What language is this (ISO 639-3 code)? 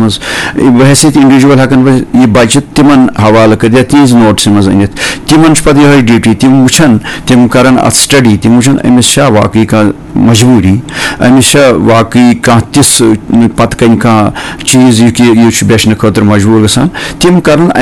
kas